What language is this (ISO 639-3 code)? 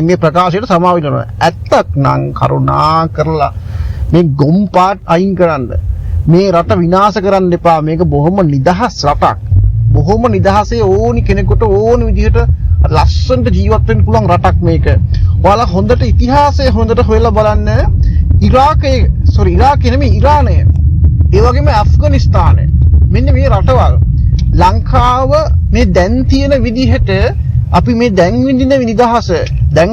sin